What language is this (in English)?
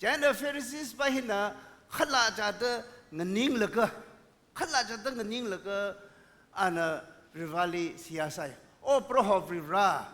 Tangkhul Naga (India)